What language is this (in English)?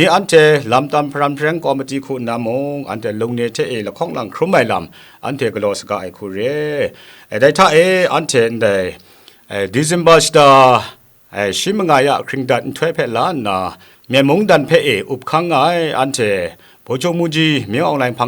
Kachin